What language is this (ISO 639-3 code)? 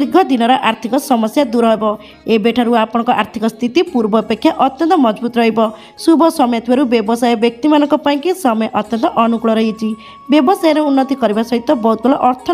ori